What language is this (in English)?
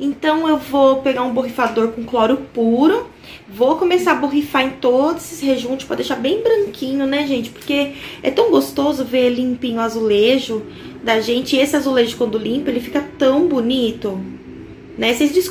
Portuguese